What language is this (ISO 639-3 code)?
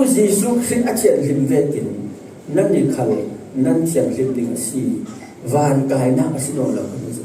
cfm